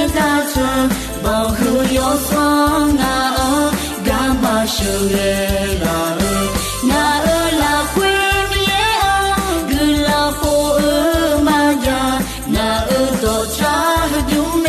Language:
Akha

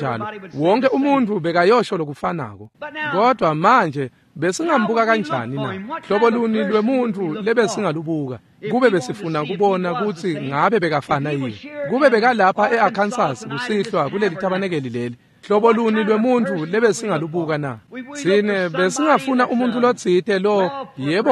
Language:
Swati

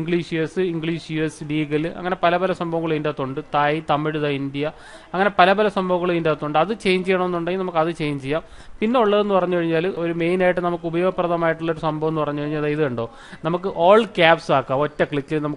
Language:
Malayalam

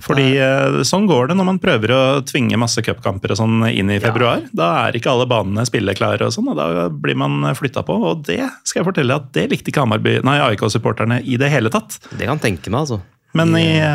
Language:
Norwegian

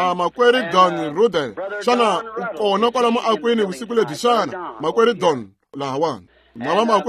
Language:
Tsonga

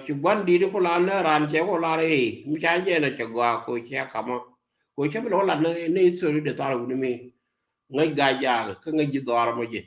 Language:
Nuer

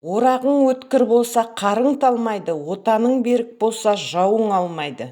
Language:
Kazakh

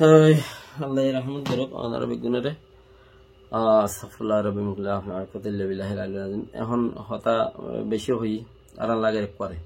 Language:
Rohingya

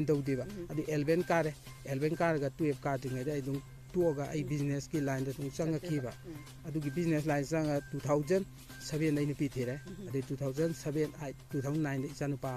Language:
Manipuri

